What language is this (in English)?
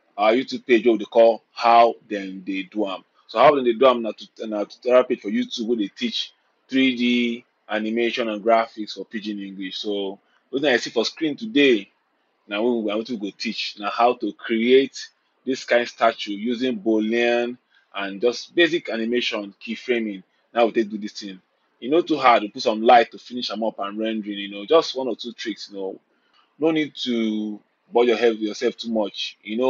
Nigerian Pidgin